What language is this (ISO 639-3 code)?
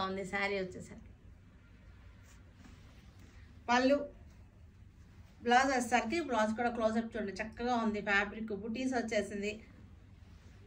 tel